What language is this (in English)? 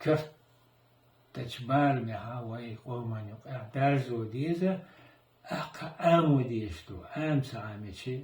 Chechen